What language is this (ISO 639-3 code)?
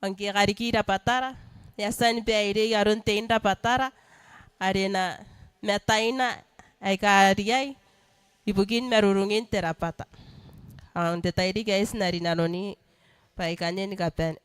gil